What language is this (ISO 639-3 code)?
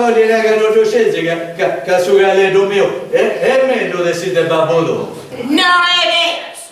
srd